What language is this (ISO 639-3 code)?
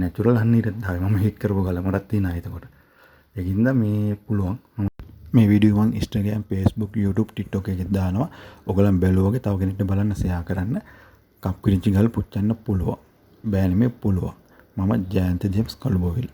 sin